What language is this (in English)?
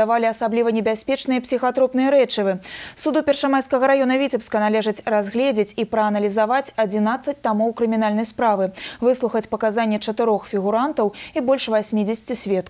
Belarusian